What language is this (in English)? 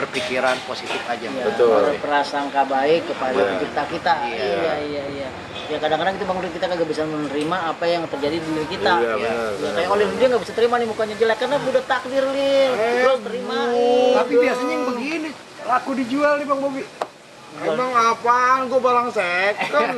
Betawi